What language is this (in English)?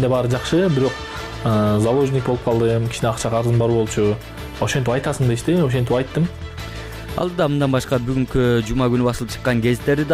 Kyrgyz